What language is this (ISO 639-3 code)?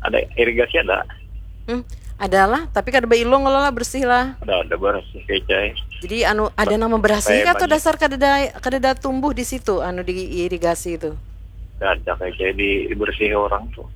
bjn